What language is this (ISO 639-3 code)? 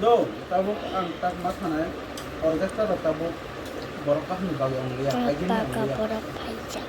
trp